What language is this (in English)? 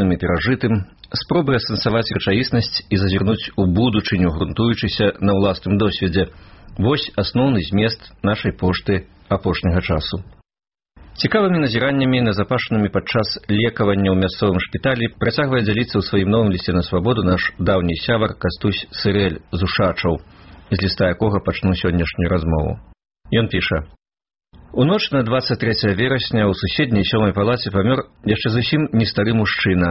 Belarusian